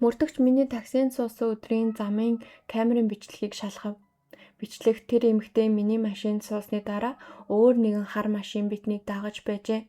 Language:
Mongolian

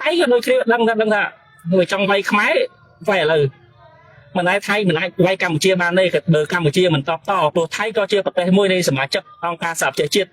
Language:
Khmer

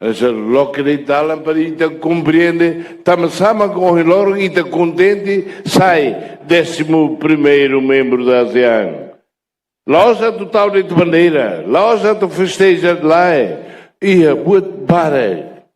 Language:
Tetum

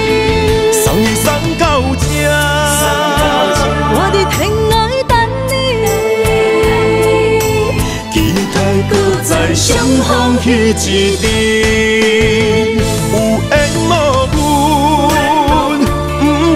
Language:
Min Nan Chinese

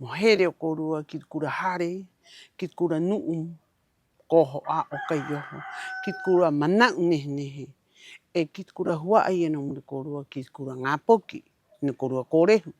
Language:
Rapanui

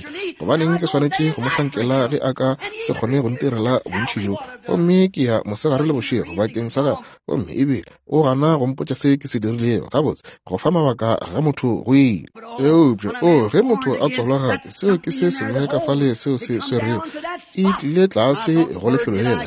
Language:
Northern Sotho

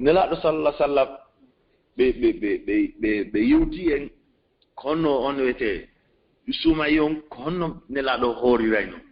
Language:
Fula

